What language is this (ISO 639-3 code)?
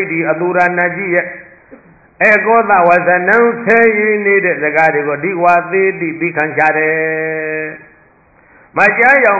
mya